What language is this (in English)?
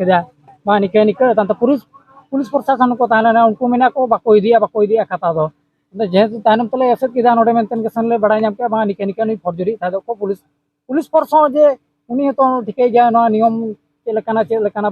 Santali